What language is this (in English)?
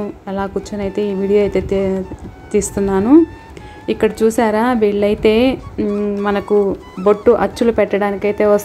Telugu